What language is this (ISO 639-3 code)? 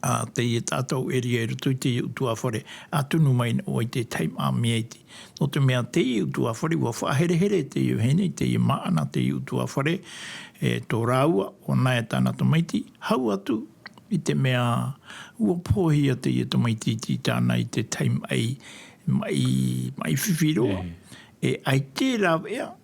tah